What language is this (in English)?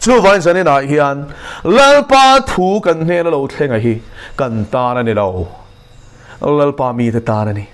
Mizo